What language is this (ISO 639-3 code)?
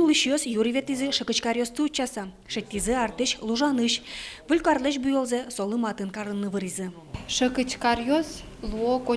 udm